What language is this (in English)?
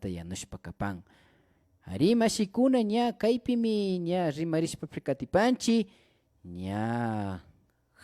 Imbabura Highland Quichua